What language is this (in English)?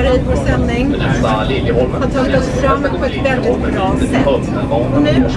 Swedish